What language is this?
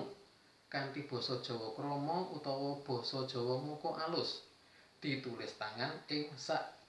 Javanese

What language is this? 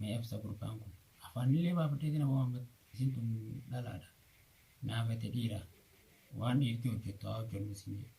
Oromo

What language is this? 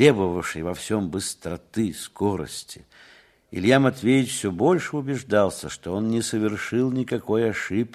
Russian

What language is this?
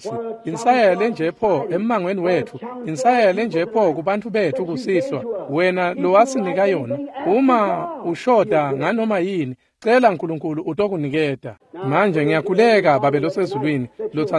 Swati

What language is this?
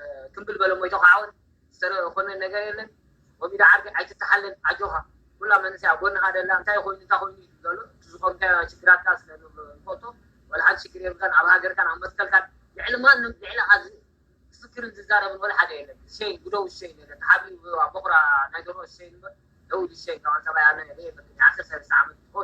Tigrinya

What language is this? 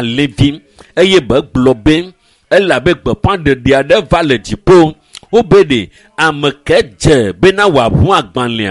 Ewe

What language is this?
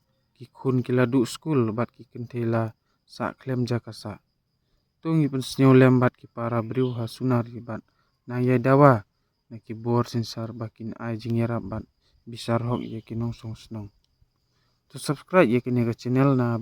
Khasi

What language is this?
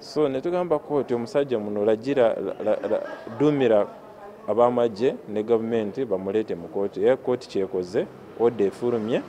Ganda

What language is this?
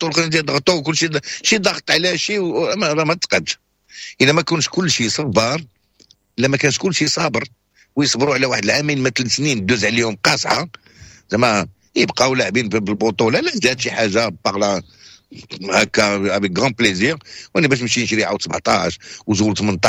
Moroccan Arabic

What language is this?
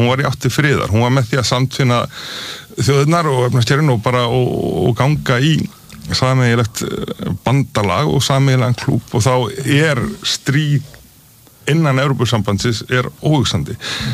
Icelandic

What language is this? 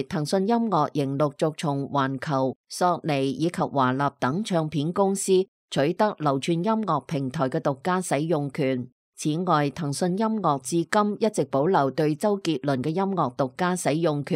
Cantonese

